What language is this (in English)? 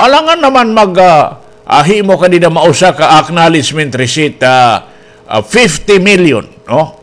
Waray